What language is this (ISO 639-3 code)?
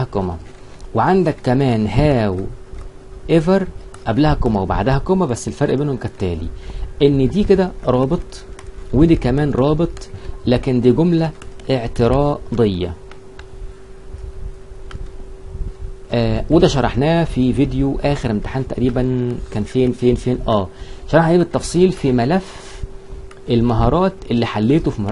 arz